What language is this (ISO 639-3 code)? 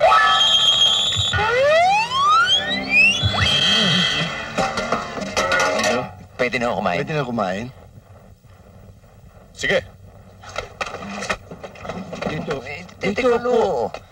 fil